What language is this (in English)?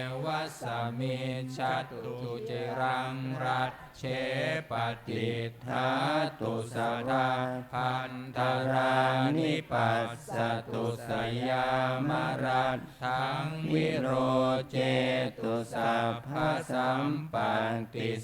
Pali